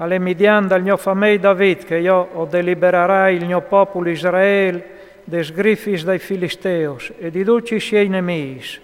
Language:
Friulian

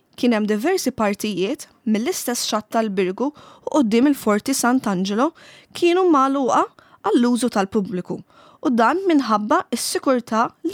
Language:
Maltese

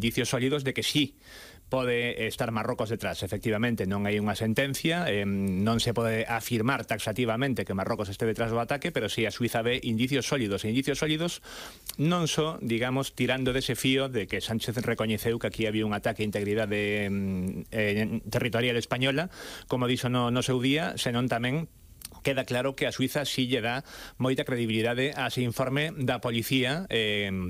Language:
Galician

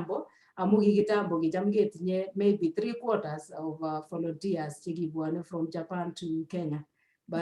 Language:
Kalenjin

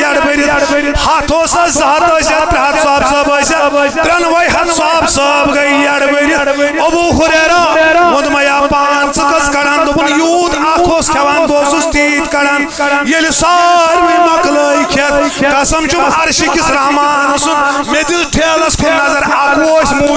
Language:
Kashmiri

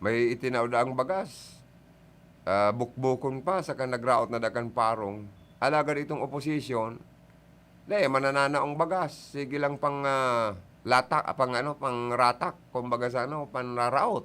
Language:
Bikol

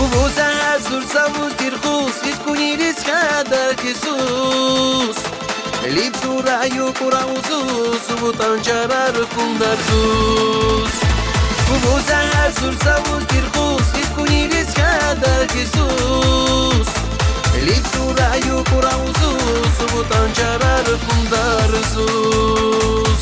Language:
Tabassaran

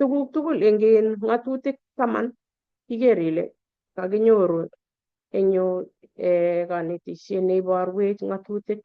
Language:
Kalenjin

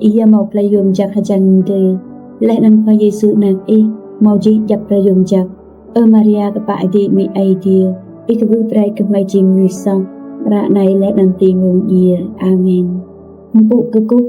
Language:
Rade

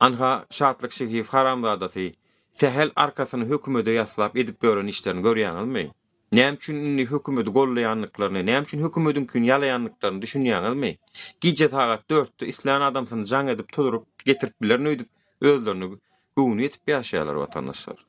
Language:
Turkmen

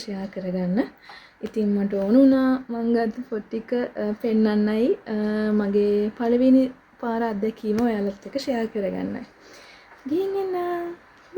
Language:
Sinhala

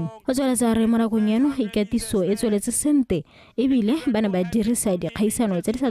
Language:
Tswana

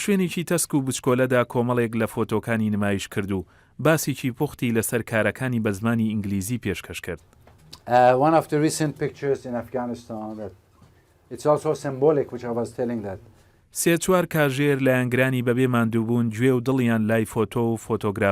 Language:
Central Kurdish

